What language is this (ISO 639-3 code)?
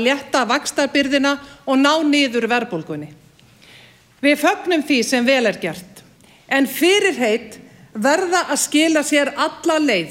isl